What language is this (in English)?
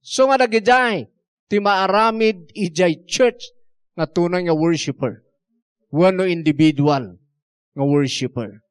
Iloko